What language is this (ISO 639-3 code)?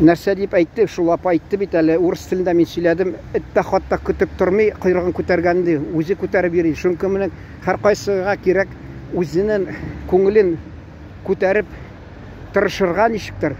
tat